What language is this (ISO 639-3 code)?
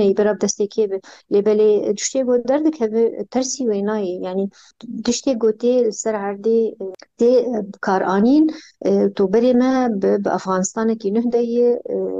kur